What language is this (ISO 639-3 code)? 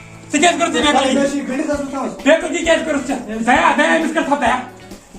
kas